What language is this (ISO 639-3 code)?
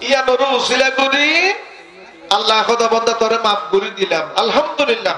rhg